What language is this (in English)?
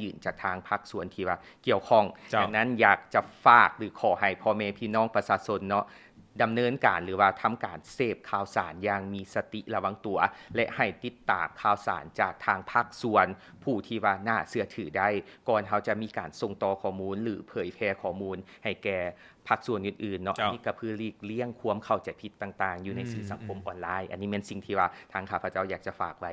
Lao